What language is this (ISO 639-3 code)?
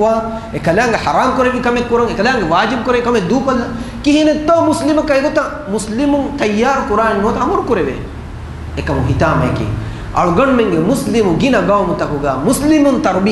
div